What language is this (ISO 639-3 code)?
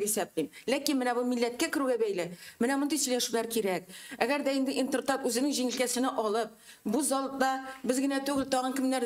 tat